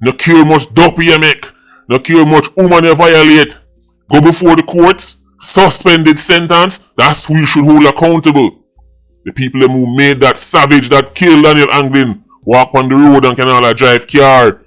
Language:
Jamaican Creole English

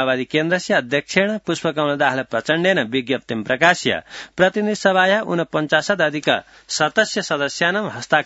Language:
Sanskrit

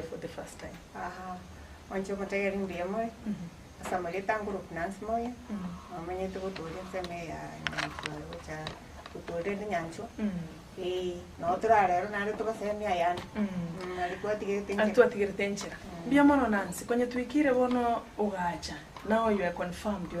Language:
Gusii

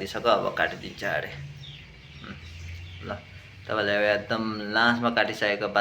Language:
Nepali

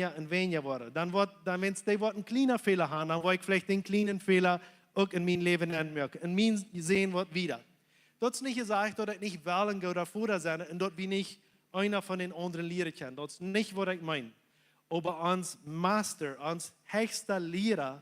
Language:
Plautdietsch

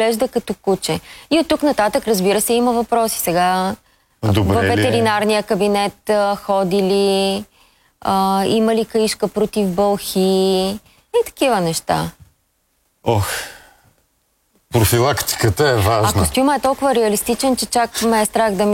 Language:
Bulgarian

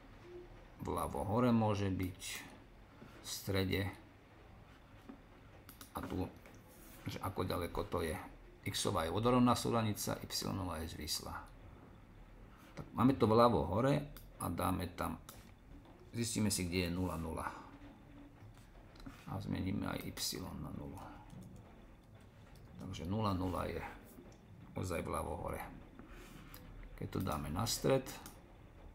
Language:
Slovak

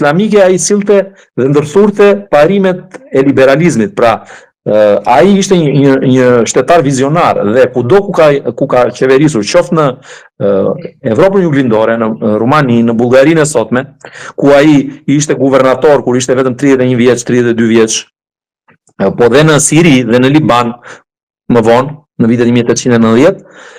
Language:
Albanian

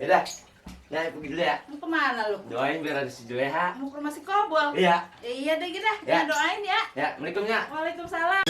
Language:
Betawi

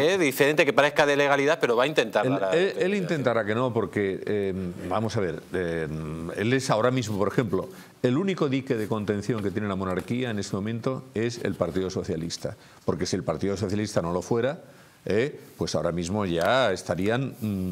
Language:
Spanish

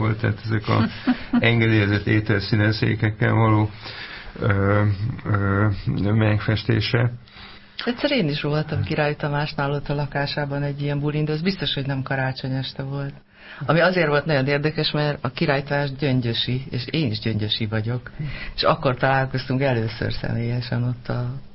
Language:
Hungarian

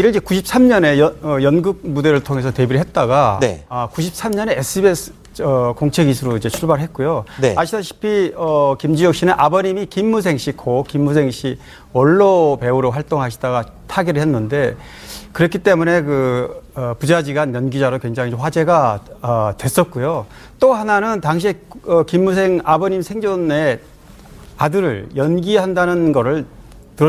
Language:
Korean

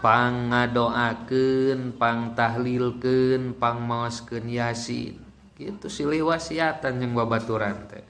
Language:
Sundanese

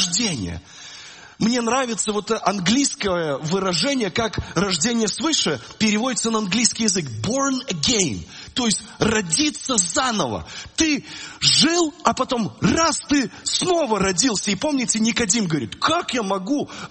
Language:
Russian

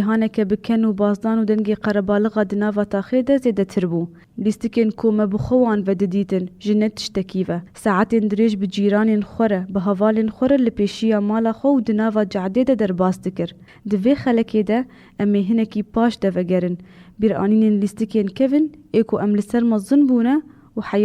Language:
Kurdish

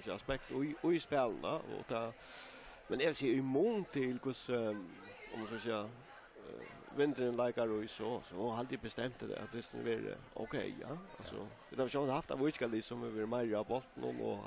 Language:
Faroese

